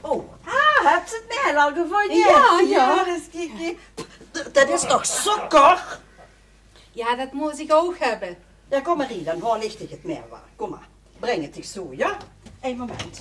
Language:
Limburgish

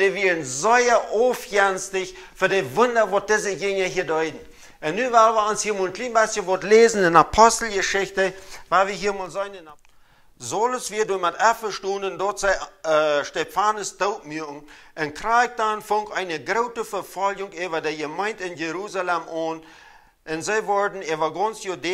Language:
Plautdietsch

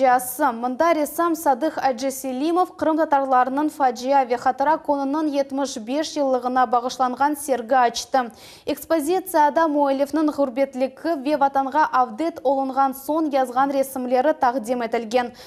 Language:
Crimean Tatar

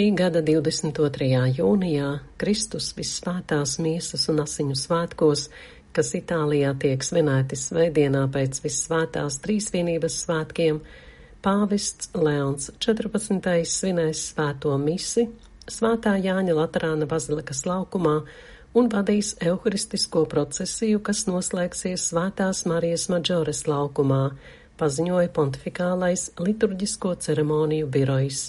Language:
Latvian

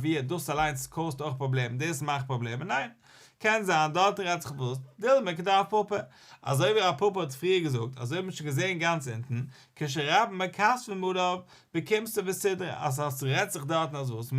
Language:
Yiddish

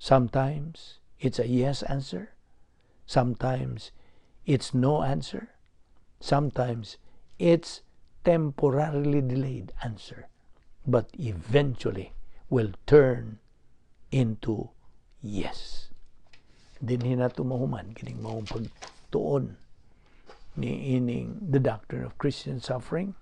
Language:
Cebuano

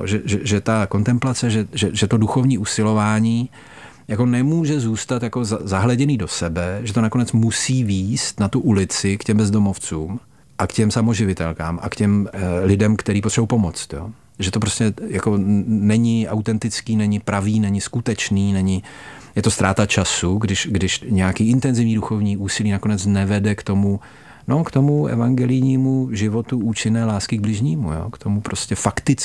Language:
Czech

